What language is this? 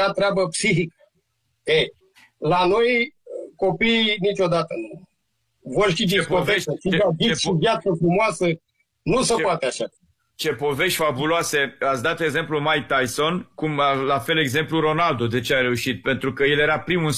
Romanian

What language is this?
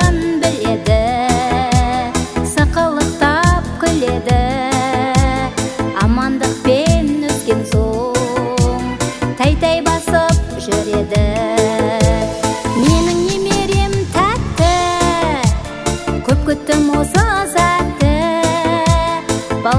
Kazakh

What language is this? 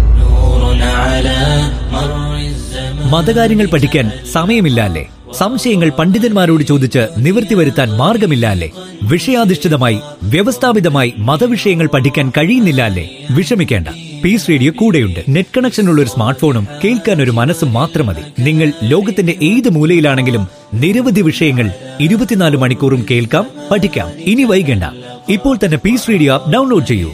Malayalam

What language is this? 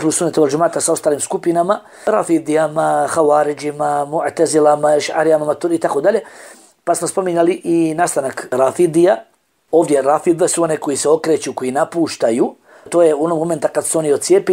Bosnian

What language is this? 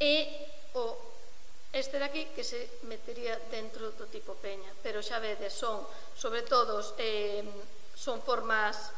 Galician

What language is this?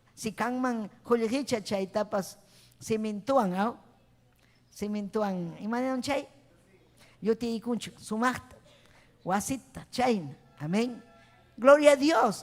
Ayacucho Quechua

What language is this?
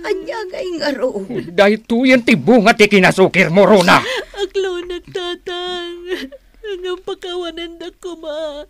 Iloko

